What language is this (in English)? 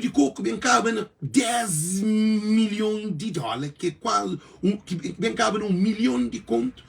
Kabuverdianu